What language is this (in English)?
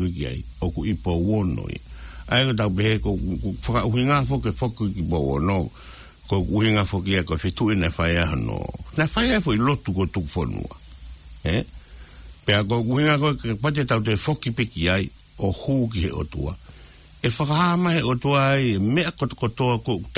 Tongan